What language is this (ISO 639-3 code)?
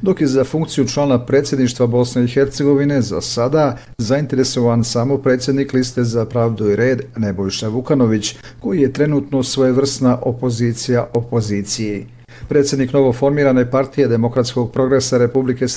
bos